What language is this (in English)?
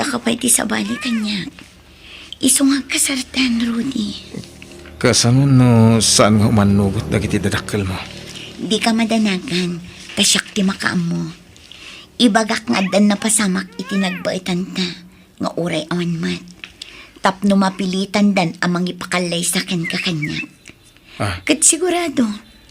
Iloko